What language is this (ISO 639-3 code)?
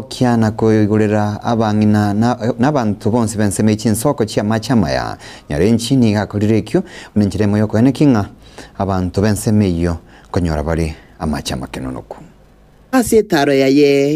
guz